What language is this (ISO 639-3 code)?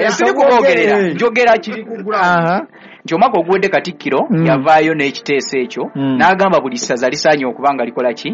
lug